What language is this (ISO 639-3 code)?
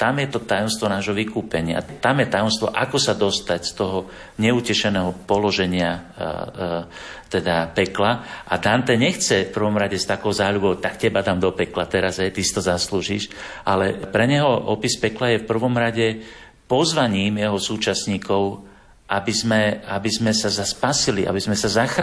slk